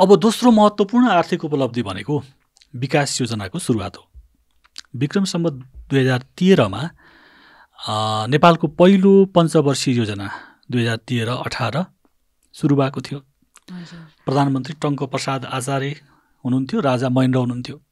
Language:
Nepali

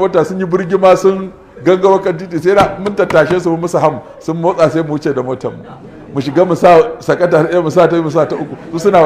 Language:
Hausa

